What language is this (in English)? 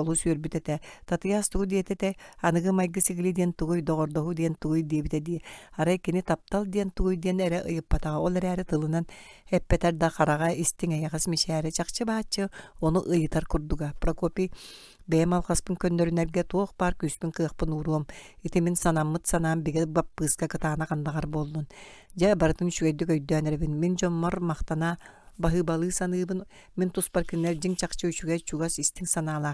Yakut